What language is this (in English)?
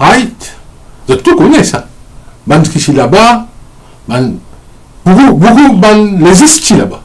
Morisyen